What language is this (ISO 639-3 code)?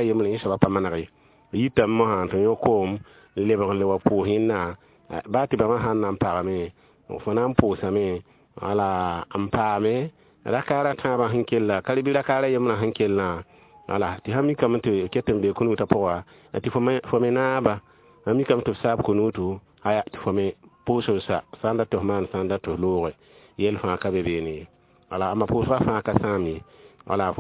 mos